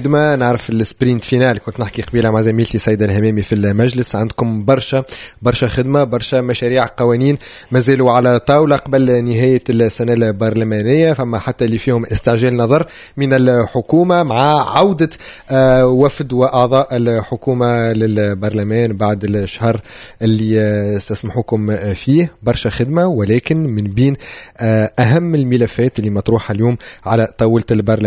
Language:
Tunisian Arabic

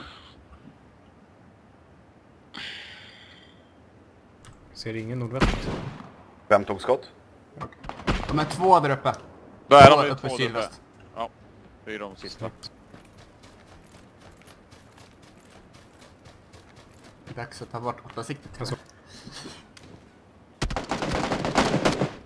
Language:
Swedish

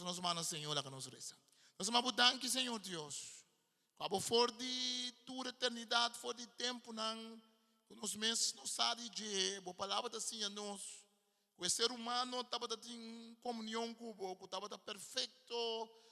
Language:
Papiamento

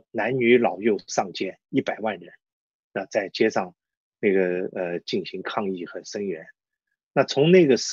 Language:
Chinese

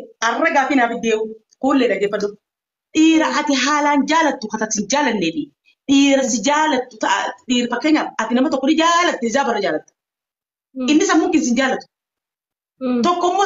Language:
Oromo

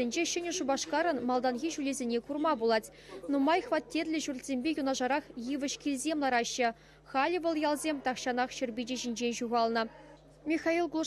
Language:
Chuvash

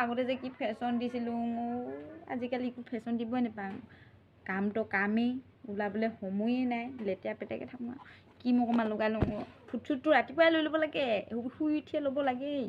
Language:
Assamese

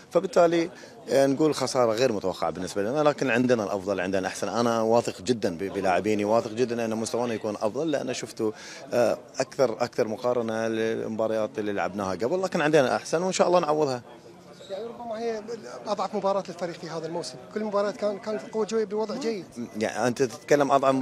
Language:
Mesopotamian Arabic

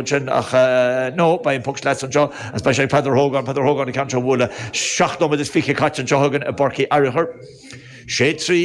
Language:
Irish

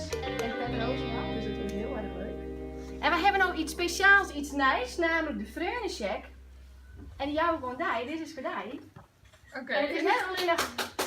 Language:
Western Frisian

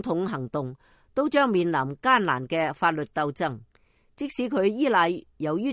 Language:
Cantonese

